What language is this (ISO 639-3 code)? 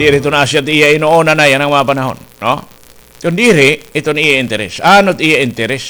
war